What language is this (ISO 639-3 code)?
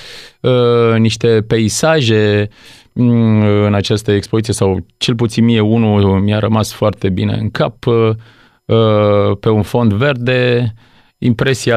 ron